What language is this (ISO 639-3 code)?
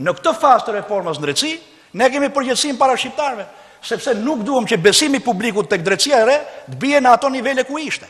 sqi